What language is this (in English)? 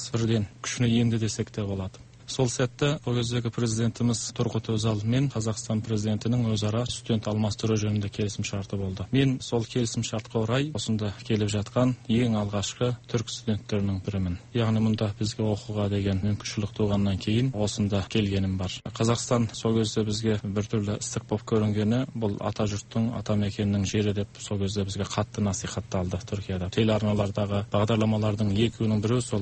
Kazakh